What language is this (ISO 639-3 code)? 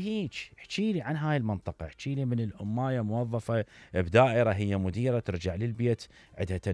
acm